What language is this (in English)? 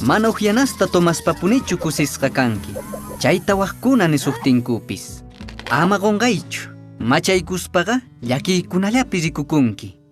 Quechua